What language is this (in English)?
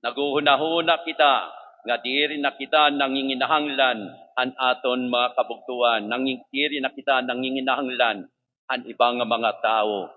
Waray